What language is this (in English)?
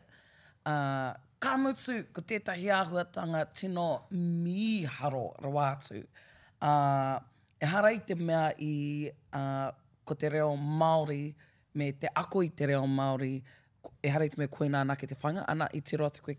Māori